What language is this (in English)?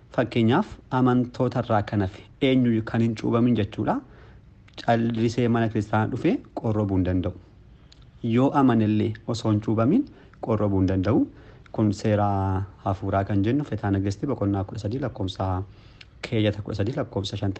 Oromo